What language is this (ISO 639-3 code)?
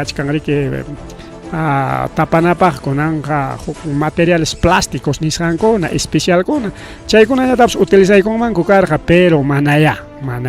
quy